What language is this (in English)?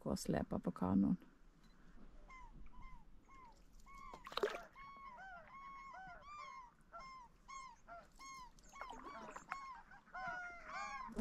Norwegian